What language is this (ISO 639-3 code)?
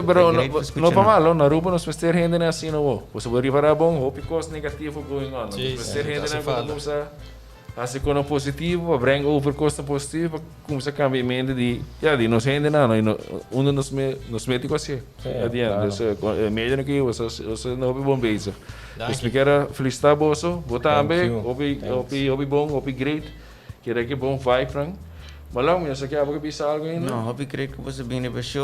pap